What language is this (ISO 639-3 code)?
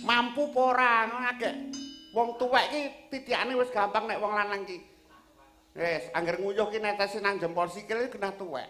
jav